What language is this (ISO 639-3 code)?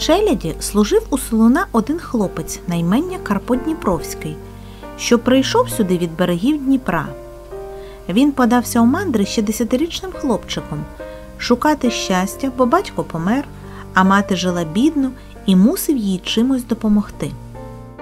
ukr